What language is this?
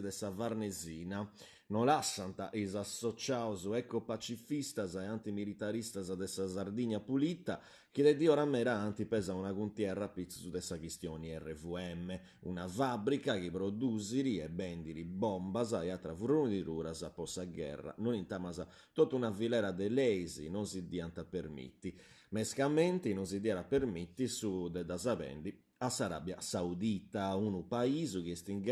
Sardinian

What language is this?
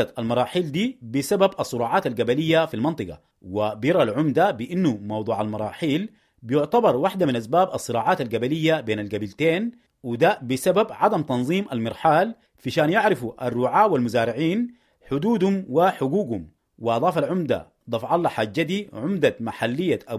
Sudanese Arabic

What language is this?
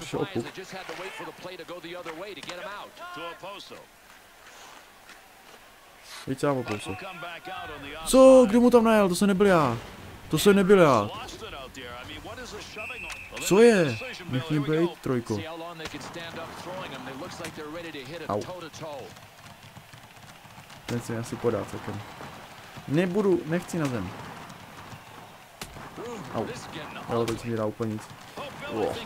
Czech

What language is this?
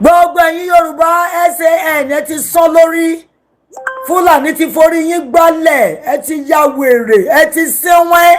Yoruba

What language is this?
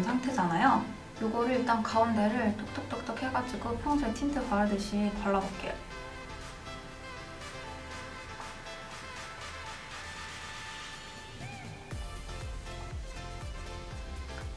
Korean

